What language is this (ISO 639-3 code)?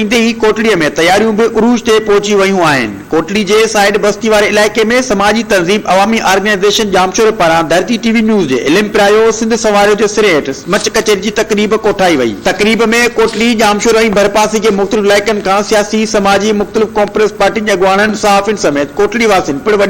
snd